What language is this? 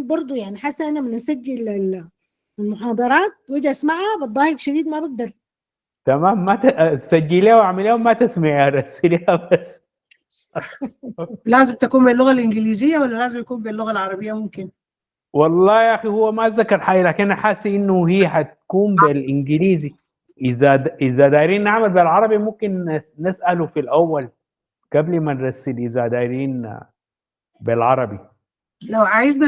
Sudanese Arabic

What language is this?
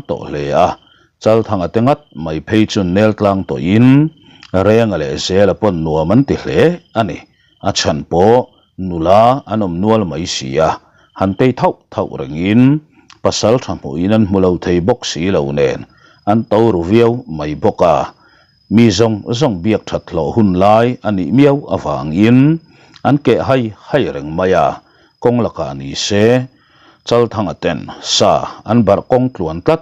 Mizo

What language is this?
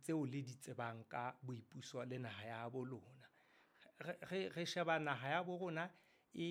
Southern Sotho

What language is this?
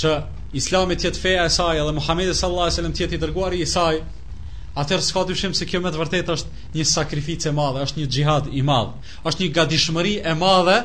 Albanian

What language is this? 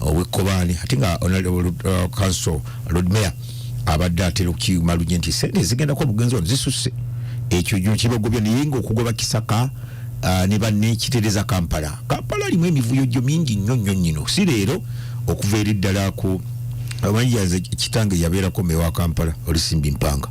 Ganda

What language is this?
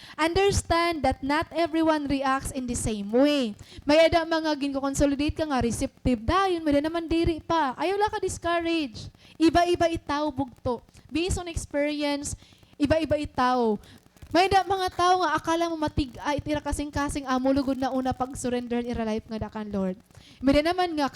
Waray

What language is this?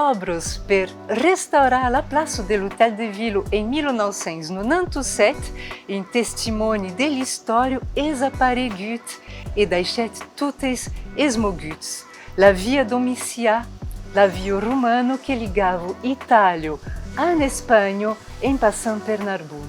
Occitan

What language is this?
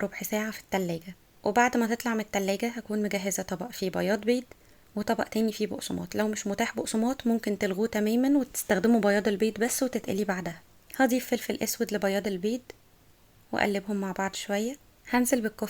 Egyptian Arabic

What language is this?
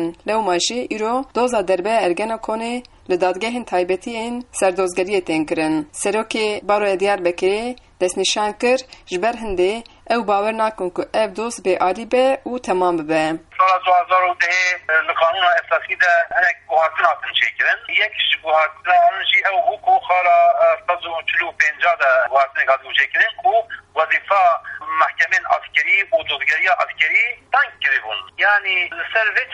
Kurdish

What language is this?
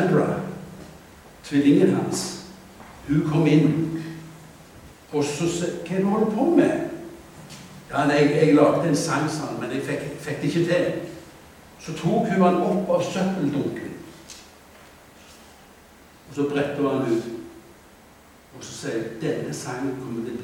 Norwegian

